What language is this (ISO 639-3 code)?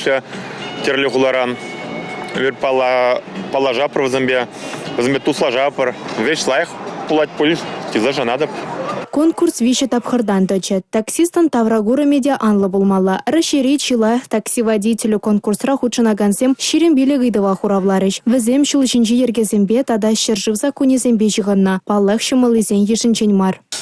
chv